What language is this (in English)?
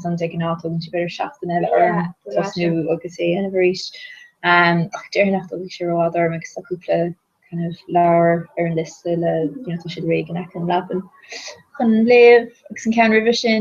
Irish